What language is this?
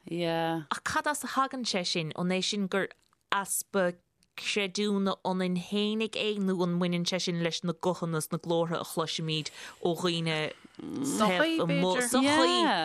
Irish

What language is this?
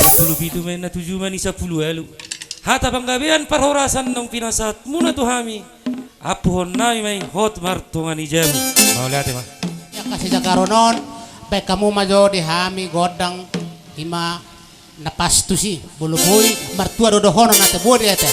Batak Toba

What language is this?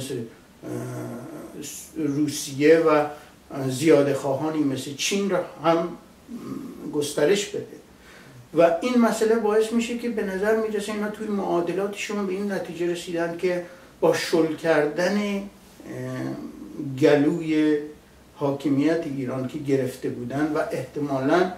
Persian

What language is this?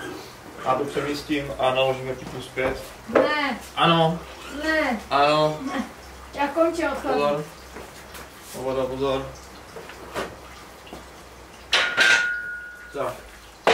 Czech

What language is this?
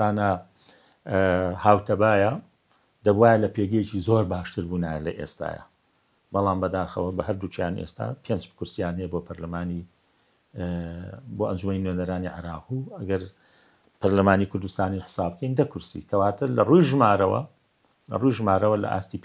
Central Kurdish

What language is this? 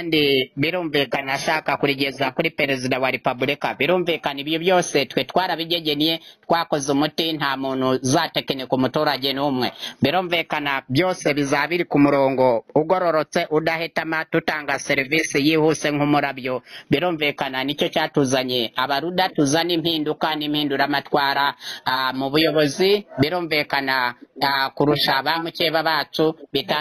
Kinyarwanda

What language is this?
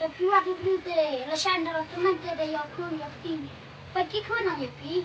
Khasi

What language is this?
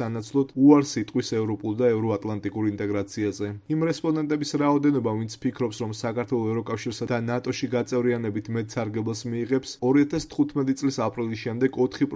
Georgian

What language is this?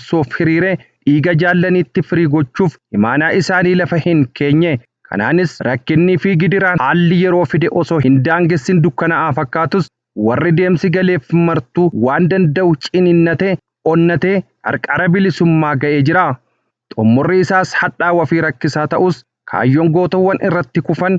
Oromo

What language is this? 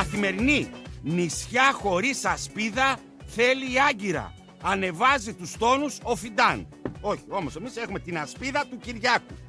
Greek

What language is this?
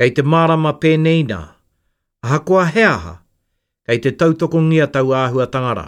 Māori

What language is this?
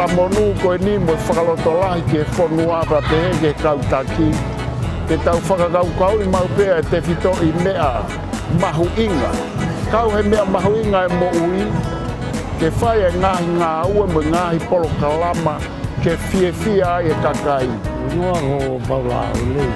Tongan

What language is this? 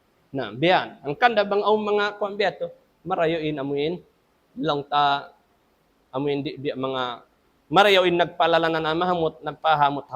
Tausug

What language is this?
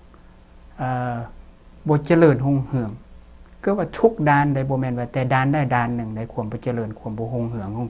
Lao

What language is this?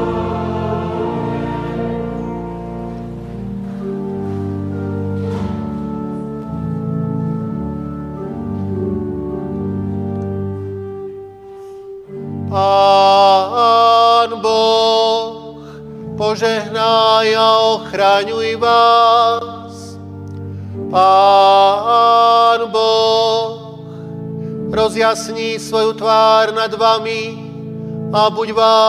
Slovak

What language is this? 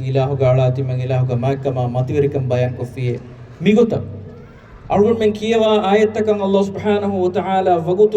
Divehi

